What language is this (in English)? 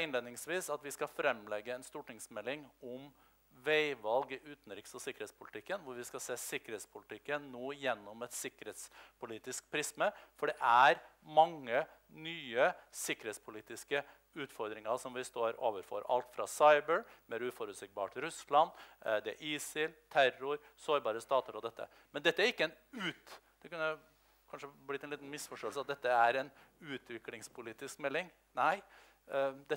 Norwegian